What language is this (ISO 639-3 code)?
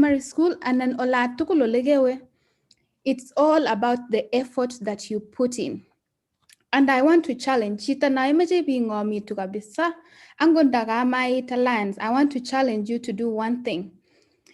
kln